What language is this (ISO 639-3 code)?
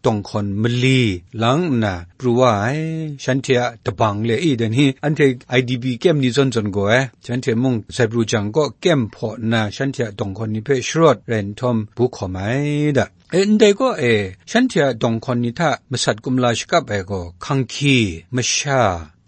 kac